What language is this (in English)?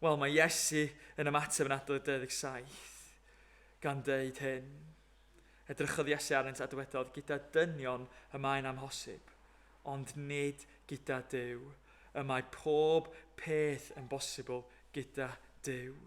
Welsh